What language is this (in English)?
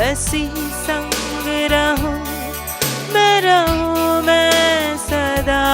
Konkani